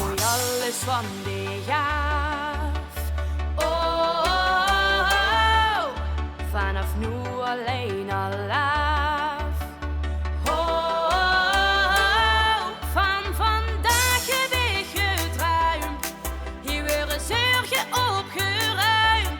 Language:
Limburgish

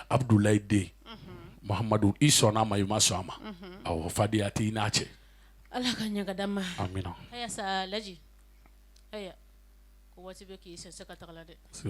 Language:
Bambara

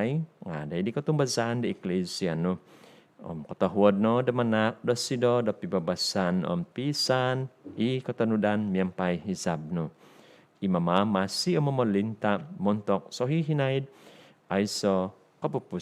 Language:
Central Dusun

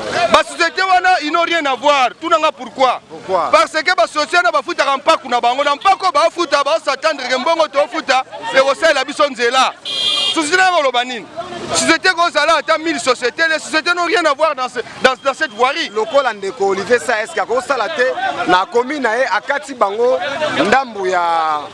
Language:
Lingala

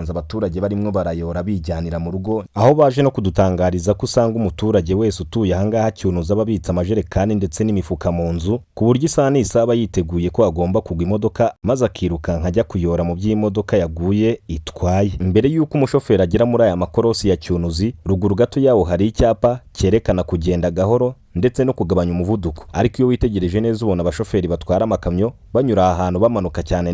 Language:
Kinyarwanda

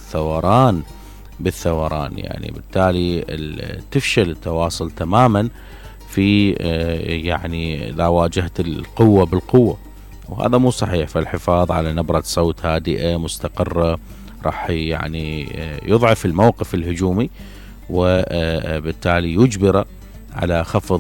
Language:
Mesopotamian Arabic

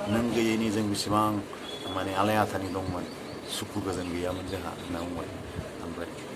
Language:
Bodo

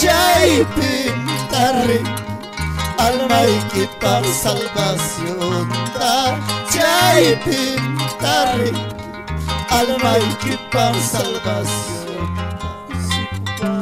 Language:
Ayacucho Quechua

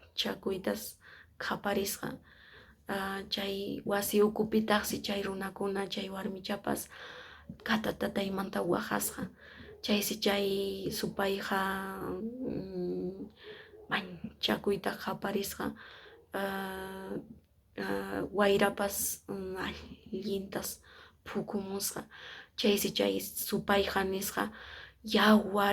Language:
Quechua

